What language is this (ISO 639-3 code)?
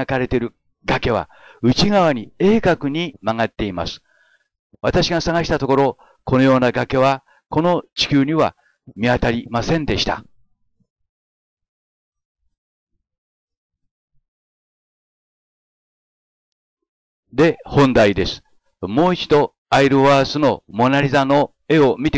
jpn